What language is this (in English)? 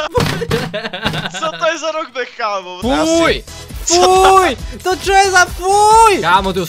Slovak